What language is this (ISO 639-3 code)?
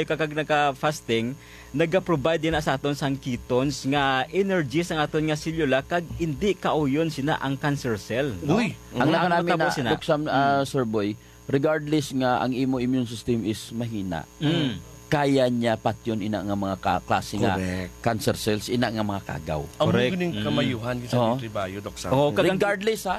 hil